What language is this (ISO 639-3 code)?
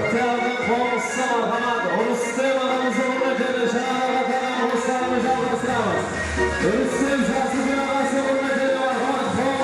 kaa